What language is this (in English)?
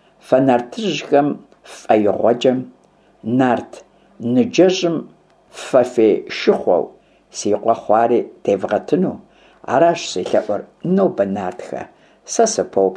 Kabardian